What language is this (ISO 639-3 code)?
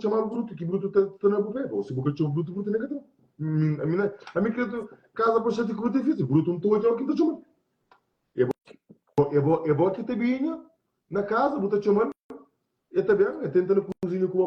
kea